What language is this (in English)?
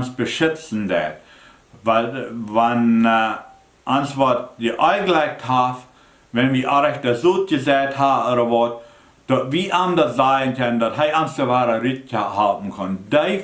Plautdietsch